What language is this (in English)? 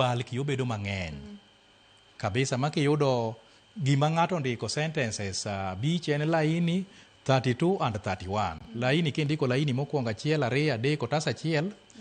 Luo (Kenya and Tanzania)